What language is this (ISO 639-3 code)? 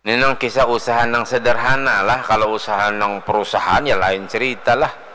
bjn